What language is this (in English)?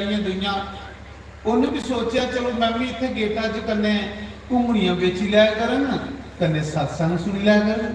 Dogri